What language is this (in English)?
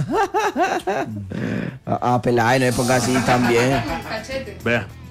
Spanish